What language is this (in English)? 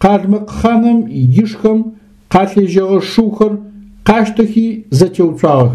Adyghe